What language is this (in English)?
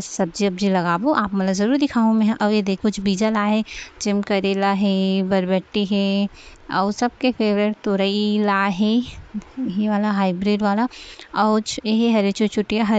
Chhattisgarhi